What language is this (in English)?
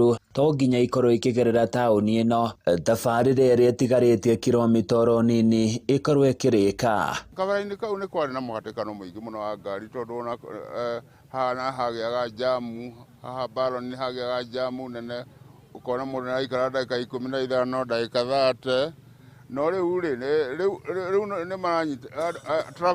Kikuyu